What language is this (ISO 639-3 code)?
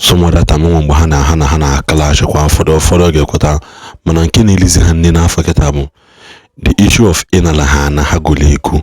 ibo